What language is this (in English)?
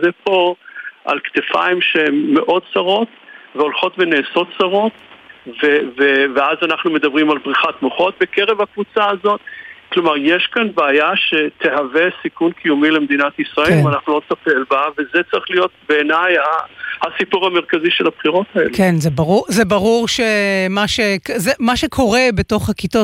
Hebrew